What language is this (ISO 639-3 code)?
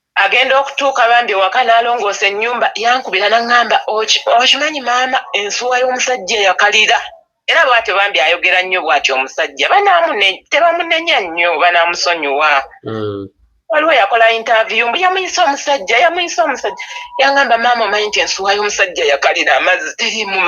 lug